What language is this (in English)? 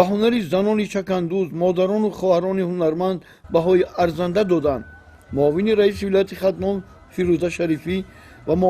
Tajik